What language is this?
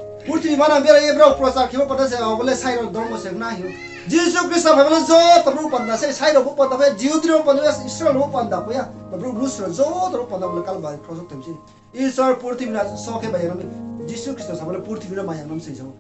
Riang (India)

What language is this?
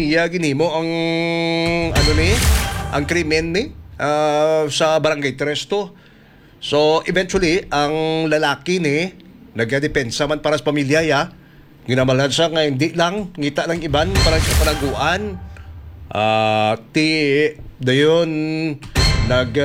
Hiligaynon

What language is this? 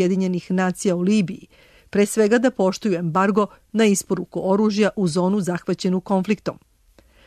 Serbian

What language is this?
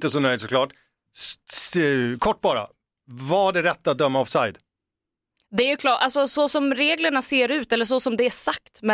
Swedish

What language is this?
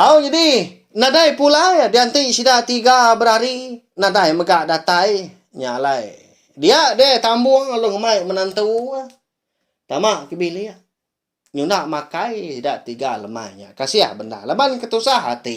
Iban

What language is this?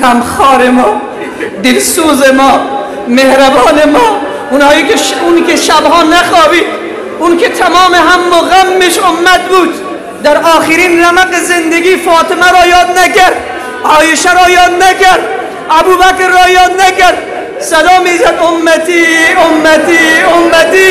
Tajik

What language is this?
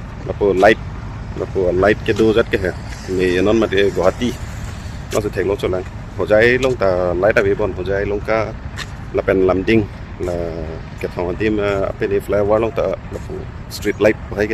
Karbi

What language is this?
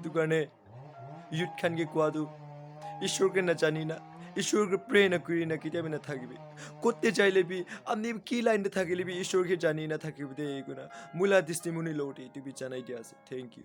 Naga Pidgin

